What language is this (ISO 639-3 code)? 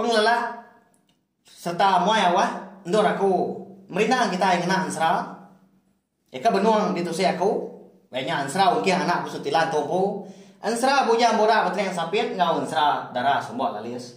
iba